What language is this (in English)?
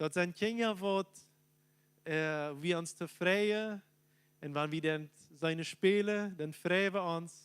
Plautdietsch